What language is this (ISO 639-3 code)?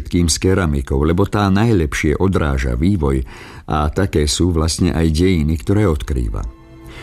slk